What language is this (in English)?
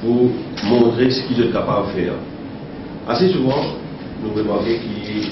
Morisyen